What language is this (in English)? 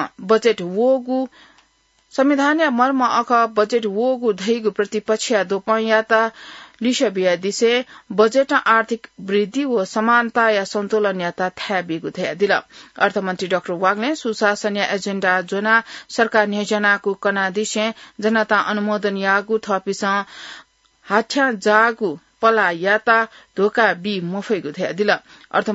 Newari